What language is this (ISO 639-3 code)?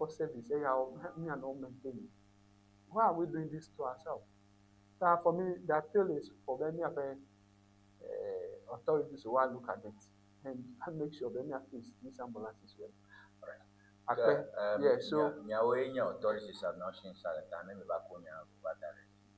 ewe